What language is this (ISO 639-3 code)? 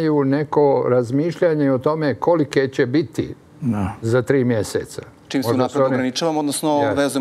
srp